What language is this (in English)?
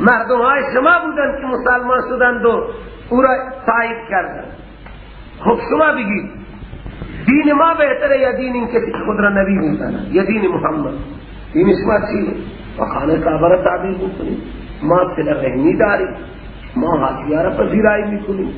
Persian